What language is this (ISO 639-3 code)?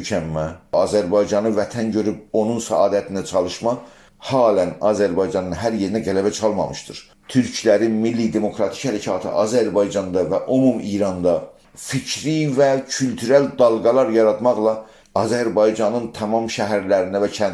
azb